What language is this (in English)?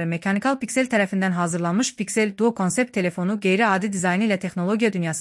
Azerbaijani